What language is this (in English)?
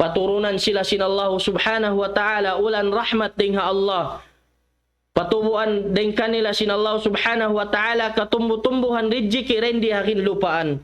Tausug